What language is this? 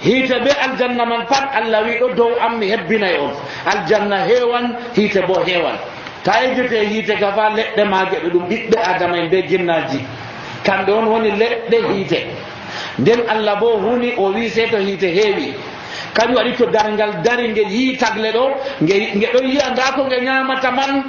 Nigerian Fulfulde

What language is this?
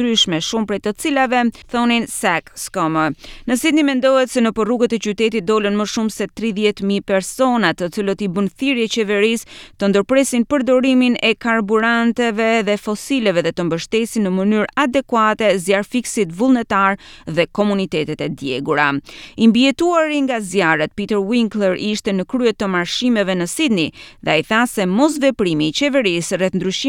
Albanian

